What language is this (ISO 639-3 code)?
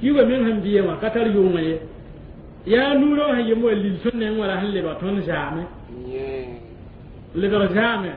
mos